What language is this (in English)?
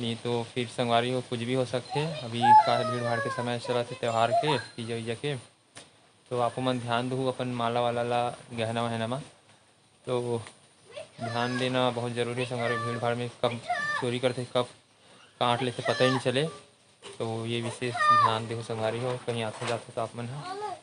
Chhattisgarhi